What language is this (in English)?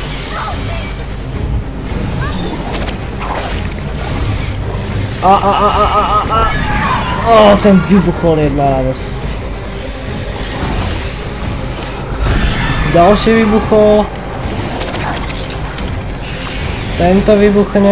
Slovak